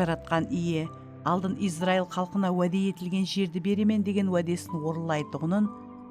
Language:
Kara-Kalpak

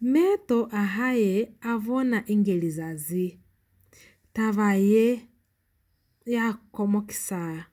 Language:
Lozi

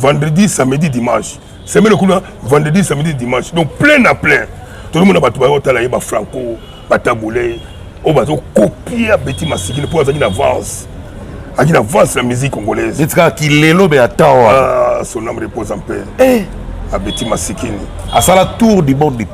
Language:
Lingala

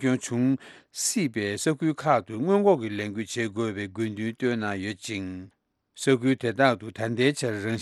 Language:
Tibetan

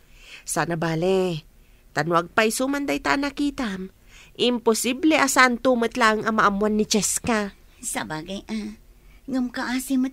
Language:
Iloko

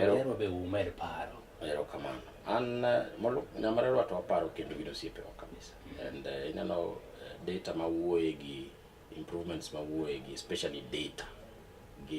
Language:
Luo (Kenya and Tanzania)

